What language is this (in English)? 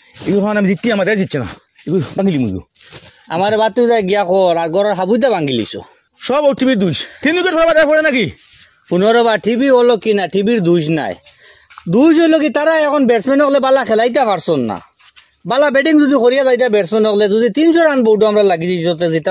Sylheti